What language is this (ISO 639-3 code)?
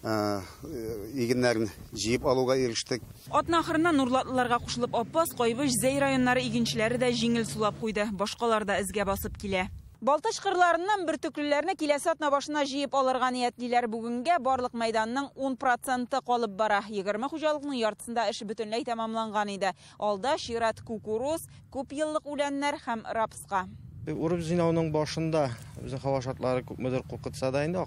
tat